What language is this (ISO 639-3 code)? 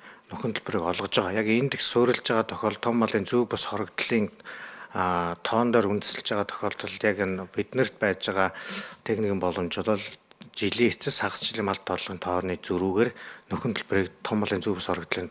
mon